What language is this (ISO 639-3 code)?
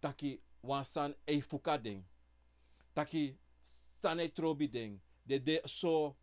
srn